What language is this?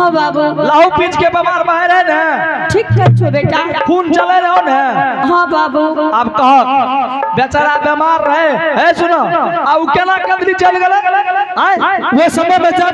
Angika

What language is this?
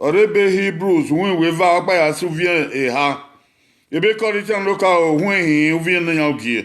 Bini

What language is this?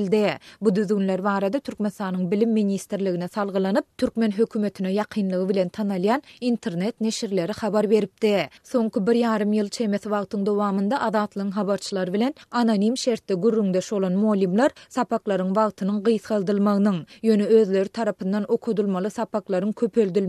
Kyrgyz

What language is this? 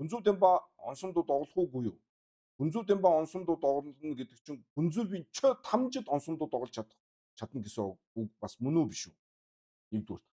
Mongolian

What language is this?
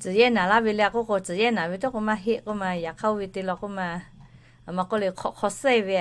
Lahu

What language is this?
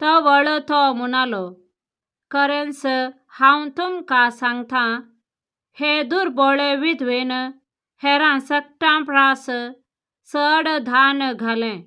Konkani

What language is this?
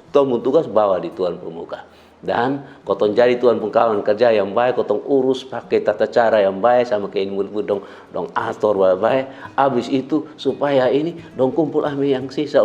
Kupang Malay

